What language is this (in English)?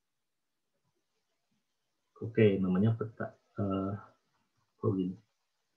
Indonesian